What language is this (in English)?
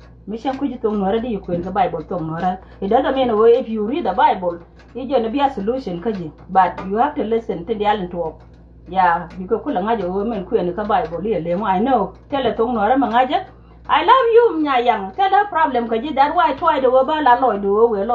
Nuer